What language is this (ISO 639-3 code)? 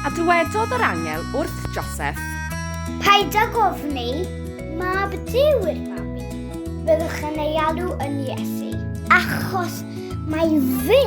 cym